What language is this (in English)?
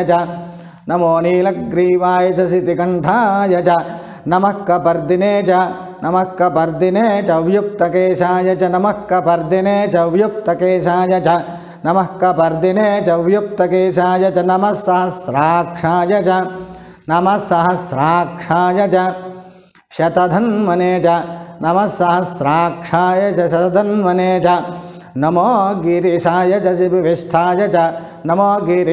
Sanskrit